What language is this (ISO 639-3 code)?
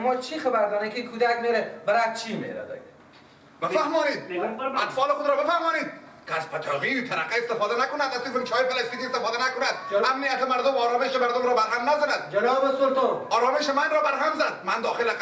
fas